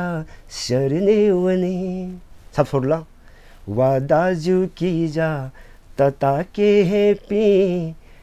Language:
Newari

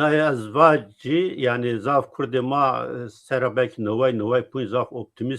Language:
Zaza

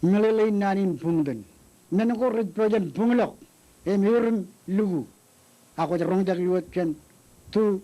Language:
Marshallese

